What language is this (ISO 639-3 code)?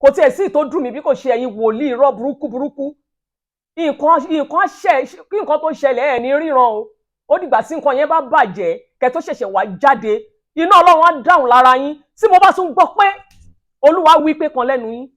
yor